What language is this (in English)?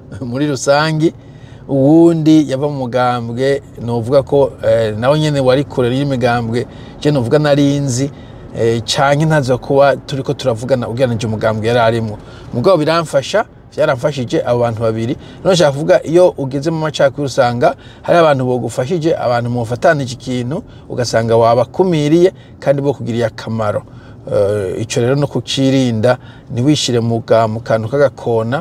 Rundi